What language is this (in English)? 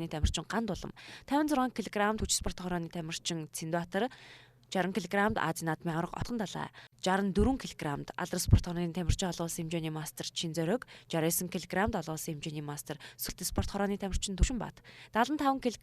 Mongolian